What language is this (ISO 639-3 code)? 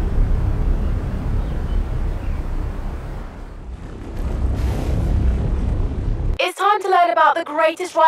eng